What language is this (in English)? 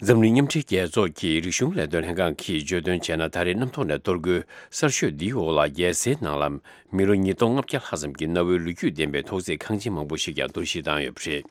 Tibetan